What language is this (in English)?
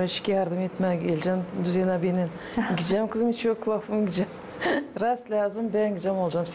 Gagauz